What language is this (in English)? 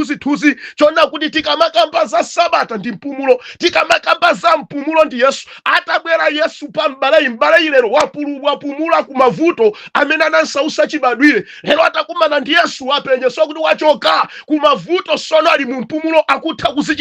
Nyanja